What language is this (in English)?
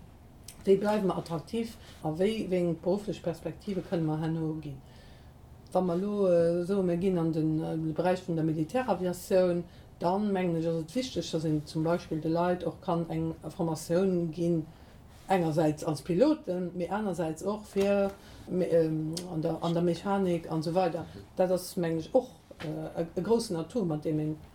Luxembourgish